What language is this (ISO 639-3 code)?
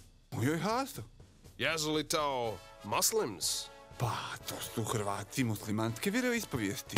hrv